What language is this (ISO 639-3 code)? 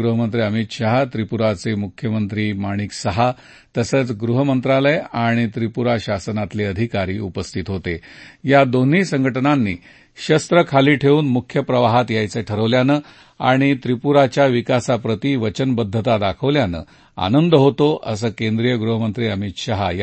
mar